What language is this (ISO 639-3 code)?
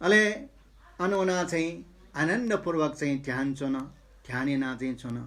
new